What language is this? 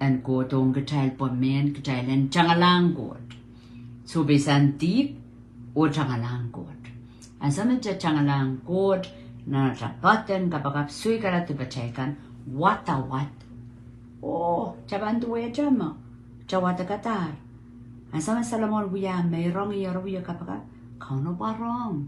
Pohnpeian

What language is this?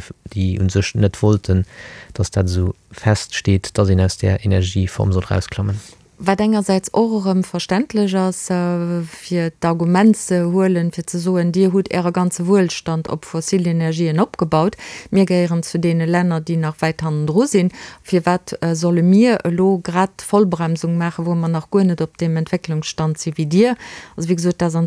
Luxembourgish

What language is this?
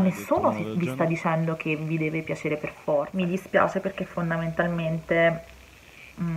Italian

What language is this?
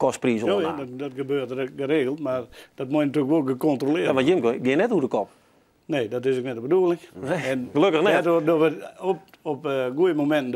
Western Frisian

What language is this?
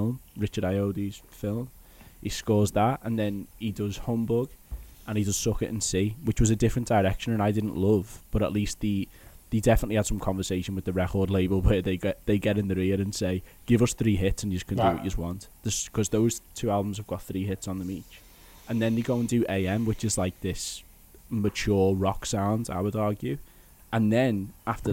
English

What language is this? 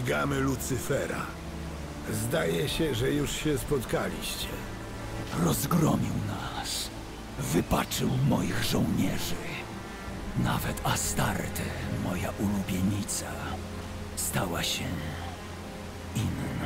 Polish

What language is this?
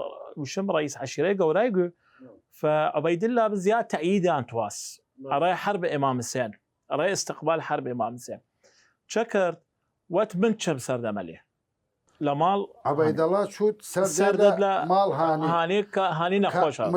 Southern Kurdish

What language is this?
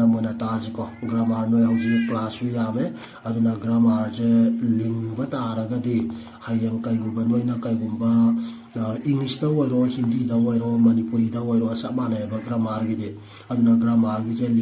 Manipuri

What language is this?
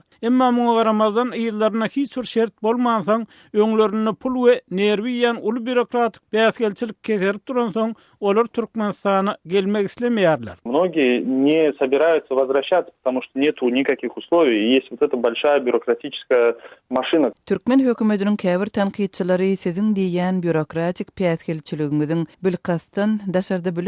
Turkmen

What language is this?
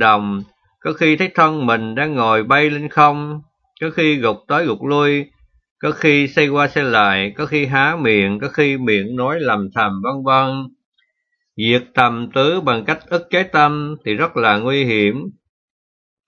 Vietnamese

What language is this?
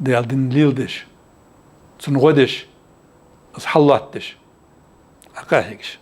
Ingush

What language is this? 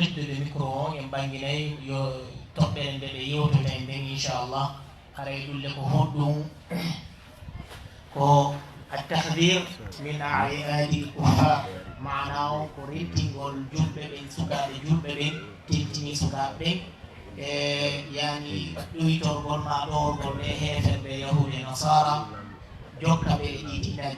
Fula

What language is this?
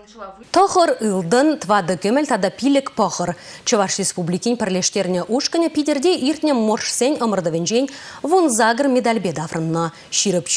Chuvash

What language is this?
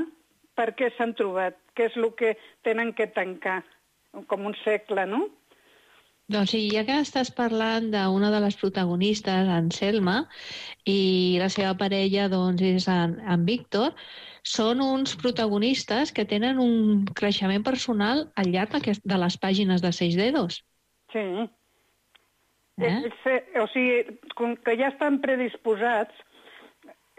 Catalan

